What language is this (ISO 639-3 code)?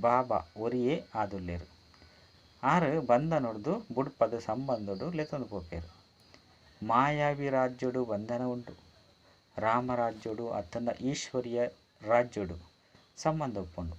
tcy